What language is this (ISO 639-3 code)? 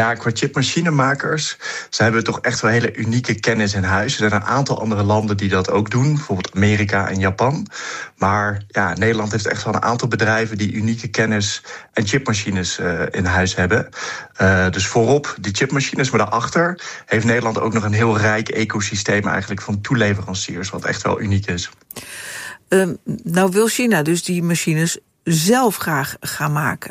nld